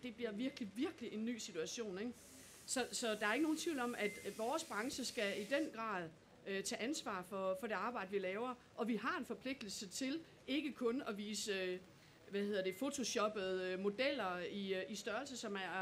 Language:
Danish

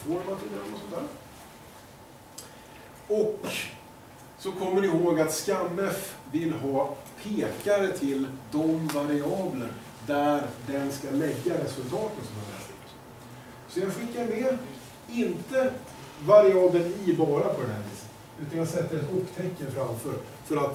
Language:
Swedish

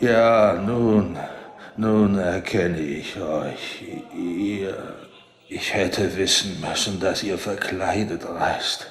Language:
Bavarian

